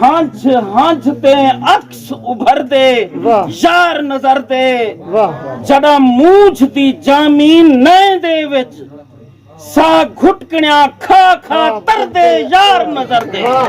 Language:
Saraiki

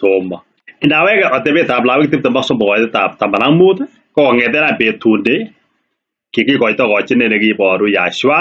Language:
Kalenjin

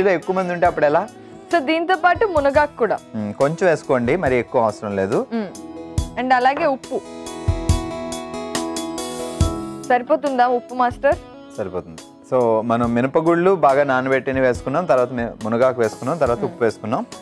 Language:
Telugu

